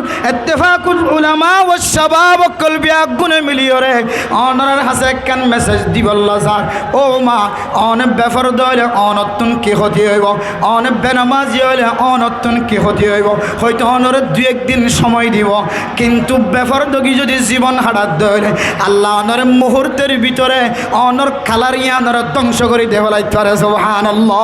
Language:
Rohingya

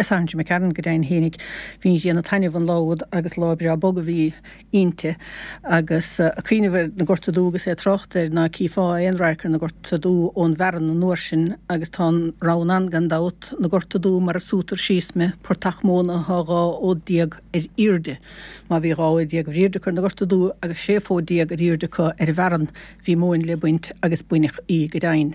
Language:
Irish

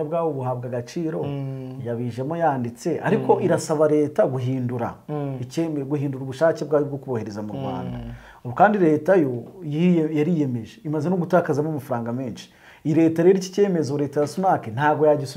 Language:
Kinyarwanda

